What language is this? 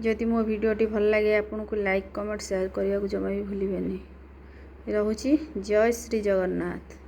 Odia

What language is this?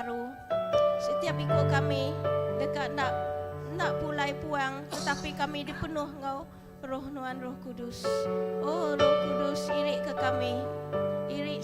Iban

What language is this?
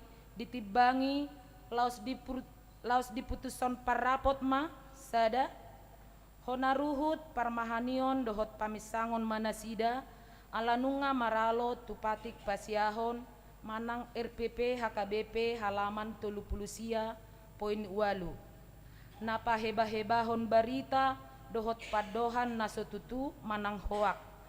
Batak Toba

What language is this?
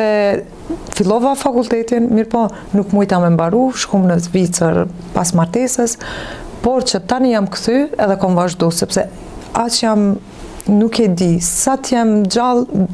Albanian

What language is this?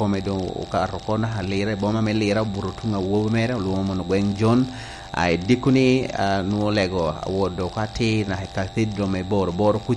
Lango (Uganda)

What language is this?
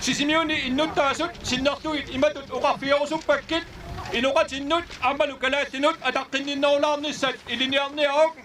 Kalaallisut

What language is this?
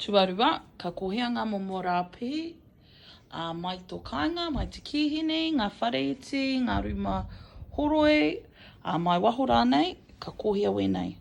Māori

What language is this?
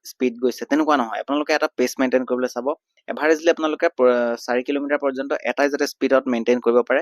Assamese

